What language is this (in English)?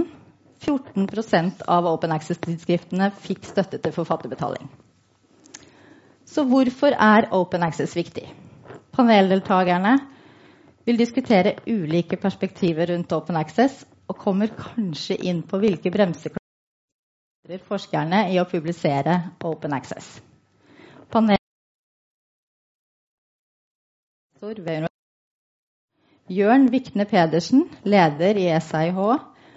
Norwegian